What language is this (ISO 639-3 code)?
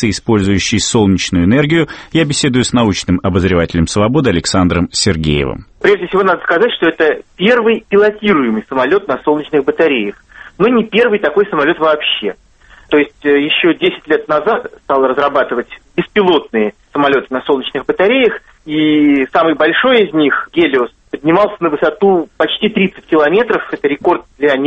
rus